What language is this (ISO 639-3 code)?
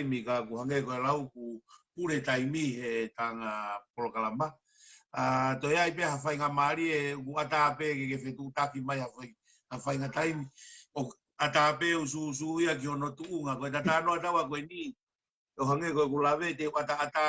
ton